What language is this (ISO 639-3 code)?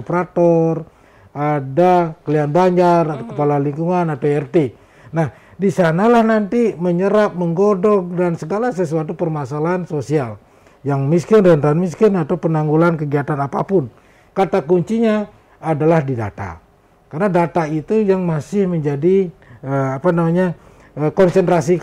ind